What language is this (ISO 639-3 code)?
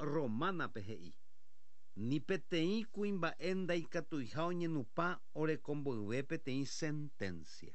grn